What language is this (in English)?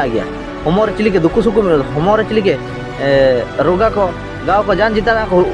Ho